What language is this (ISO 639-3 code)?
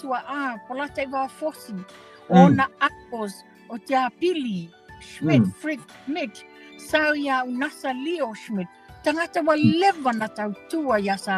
smo